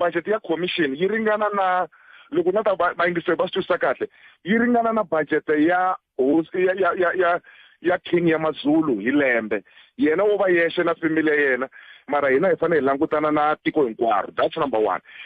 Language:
Tsonga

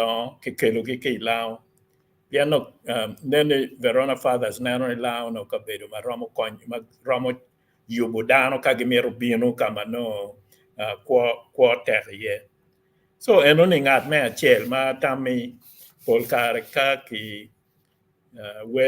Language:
Acoli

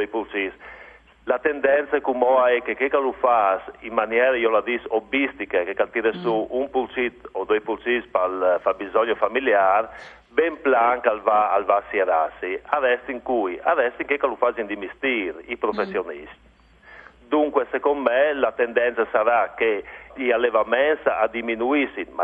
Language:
Friulian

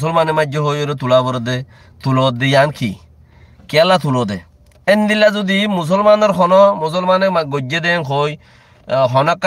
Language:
Rohingya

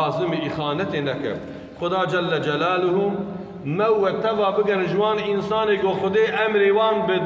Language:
Kurdish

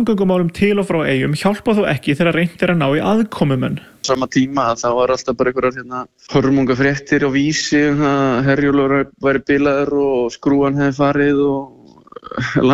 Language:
Icelandic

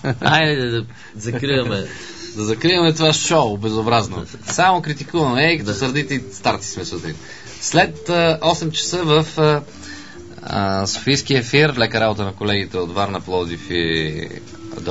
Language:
Bulgarian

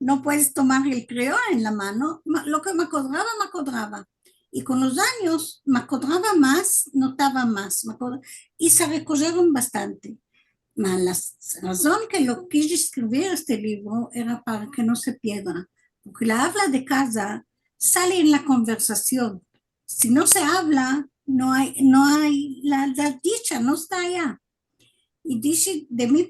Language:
Ladino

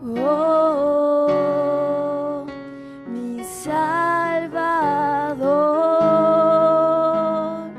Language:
South Bolivian Quechua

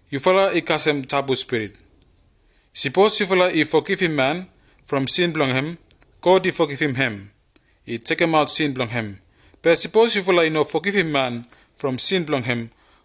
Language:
Bislama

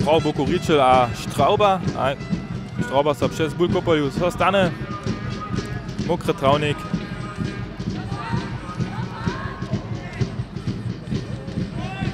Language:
Upper Sorbian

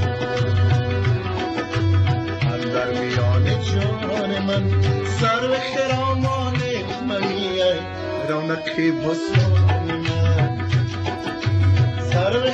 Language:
Persian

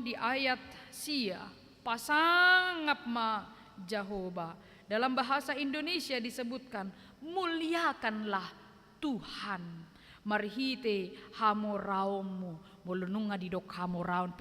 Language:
Batak Toba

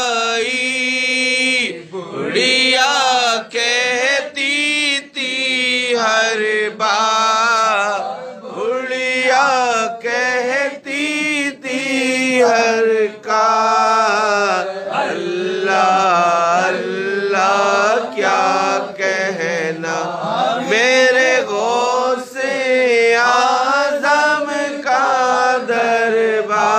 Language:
Urdu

